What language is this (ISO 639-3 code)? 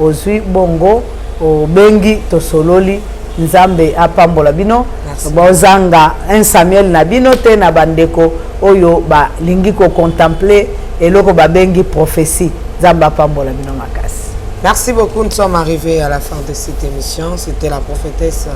lin